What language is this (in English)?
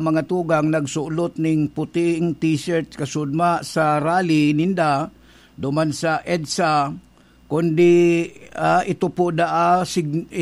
Bikol